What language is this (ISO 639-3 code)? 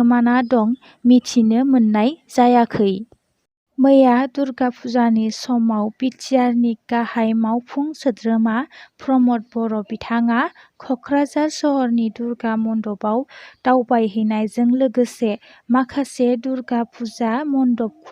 brx